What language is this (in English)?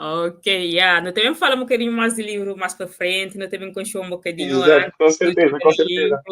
Kabuverdianu